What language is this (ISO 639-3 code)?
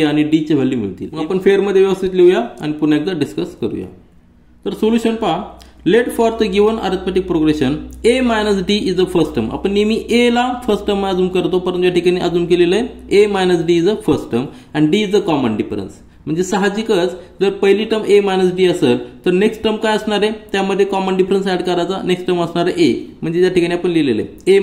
mar